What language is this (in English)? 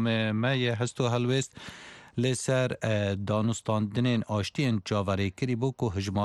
Kurdish